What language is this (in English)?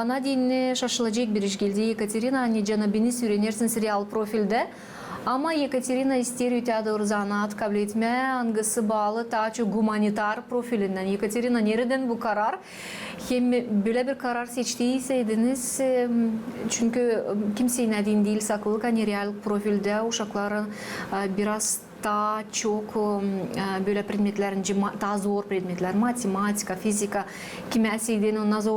Gagauz